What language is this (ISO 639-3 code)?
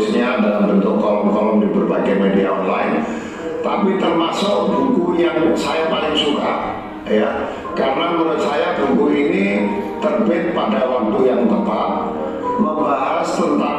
ind